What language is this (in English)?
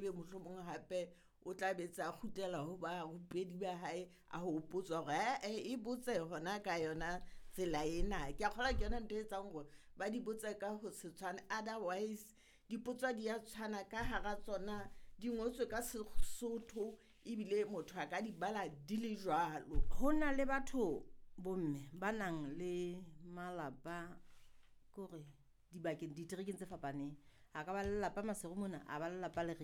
Southern Sotho